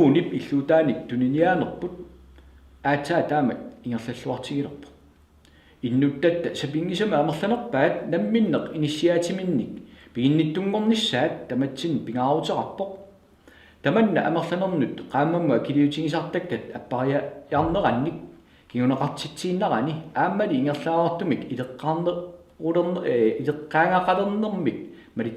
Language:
Kalaallisut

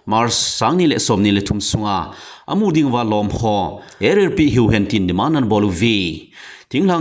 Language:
Thado Chin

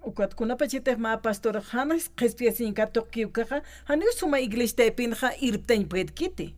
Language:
Aymara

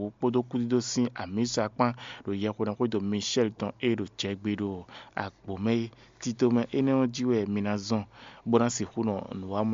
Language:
Fon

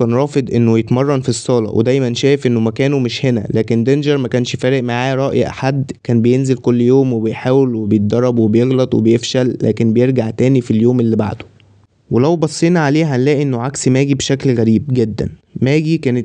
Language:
Egyptian Arabic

